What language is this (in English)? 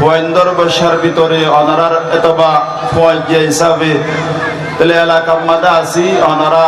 Rohingya